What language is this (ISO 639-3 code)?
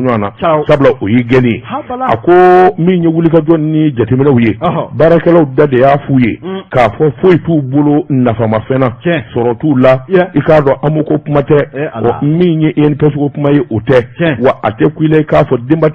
bam